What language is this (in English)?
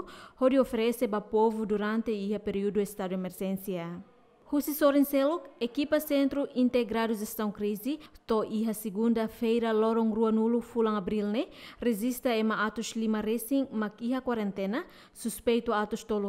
Tetum